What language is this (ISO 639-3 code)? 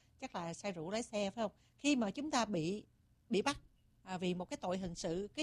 vie